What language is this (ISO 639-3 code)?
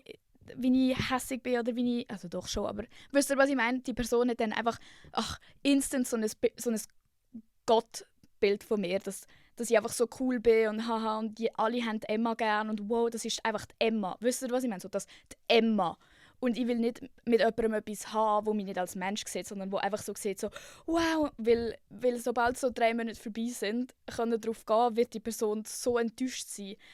gsw